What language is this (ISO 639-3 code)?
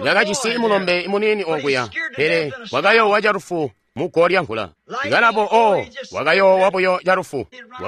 toi